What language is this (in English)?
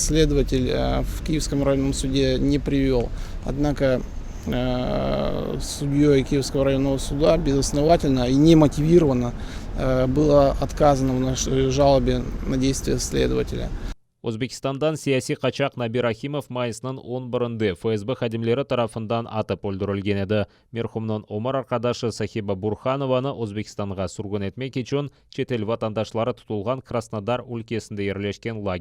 Crimean Tatar